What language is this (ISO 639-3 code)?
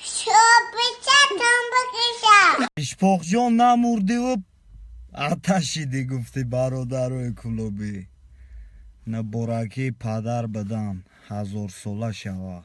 tgk